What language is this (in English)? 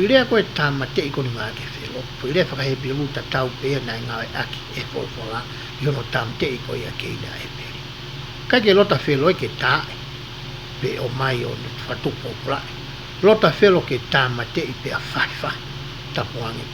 Tongan